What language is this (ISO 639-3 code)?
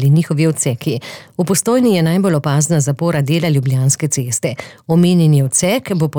slv